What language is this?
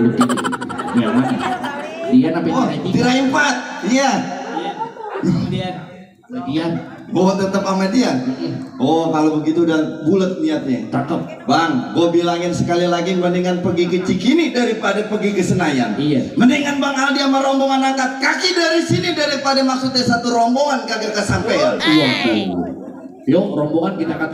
Betawi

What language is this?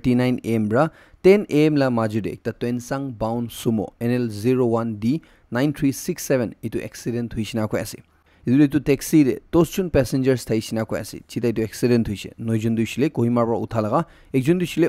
Naga Pidgin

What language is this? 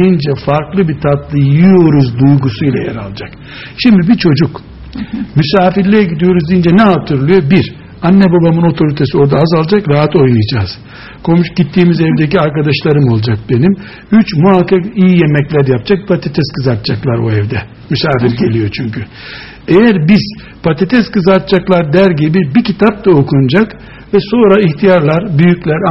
Turkish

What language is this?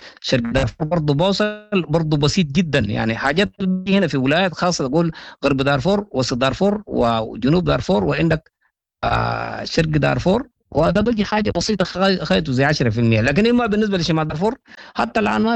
Sudanese Arabic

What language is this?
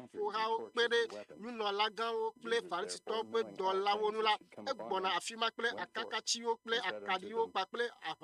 Ewe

